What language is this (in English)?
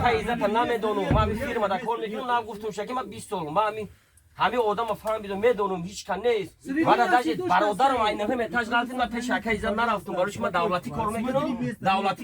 Tajik